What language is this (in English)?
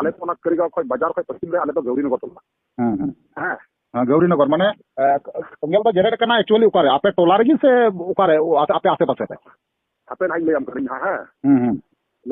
Santali